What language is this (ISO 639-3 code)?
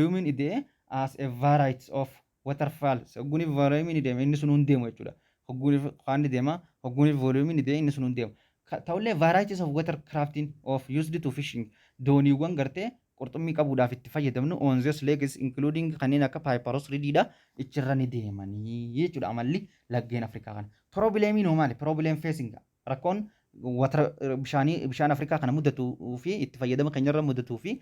orm